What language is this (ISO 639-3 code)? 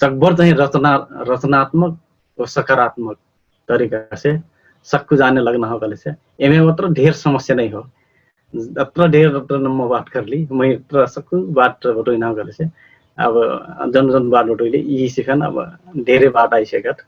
thl